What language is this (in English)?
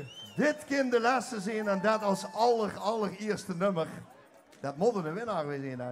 Limburgish